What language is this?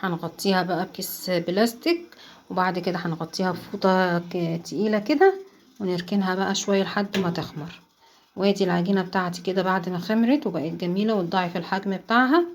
Egyptian Arabic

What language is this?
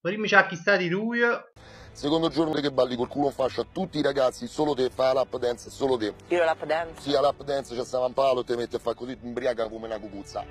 Neapolitan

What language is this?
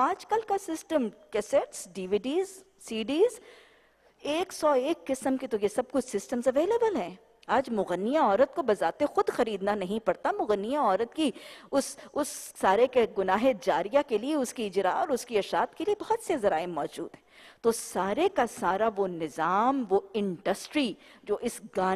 Urdu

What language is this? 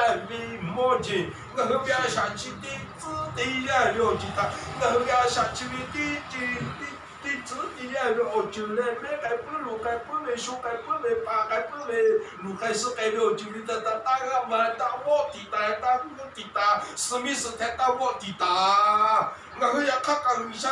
Lahu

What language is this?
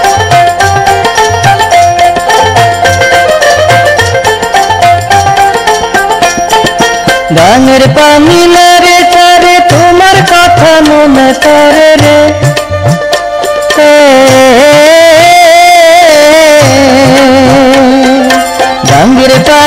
Bangla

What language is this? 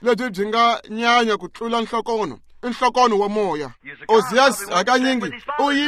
Tsonga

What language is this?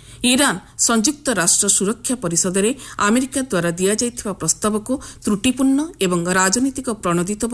Odia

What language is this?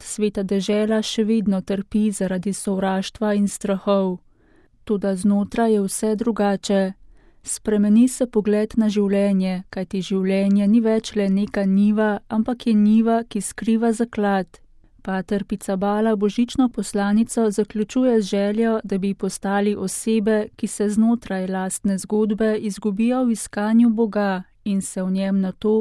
Slovenian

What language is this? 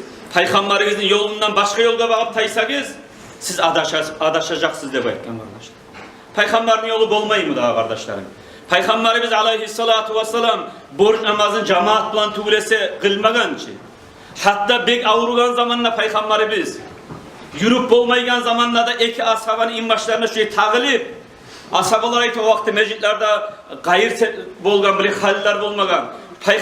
Kumyk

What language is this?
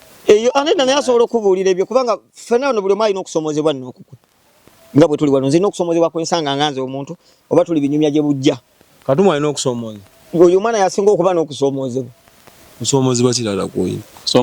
Ganda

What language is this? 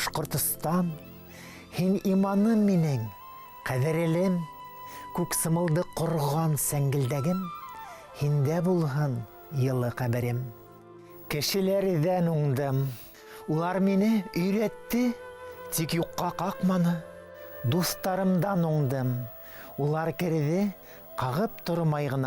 Bashkir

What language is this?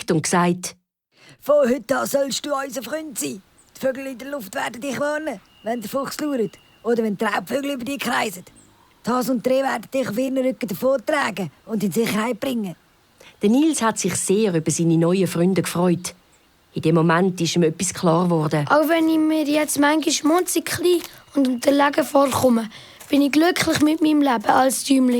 Swiss German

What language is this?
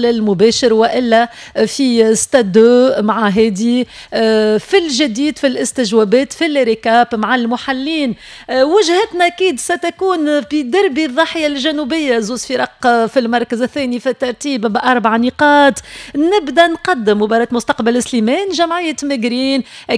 Tunisian Arabic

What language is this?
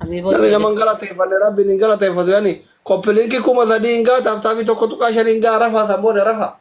Oromo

